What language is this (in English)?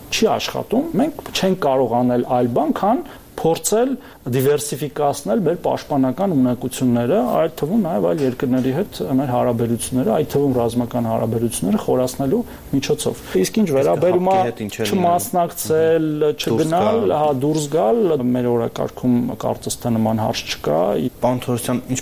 Armenian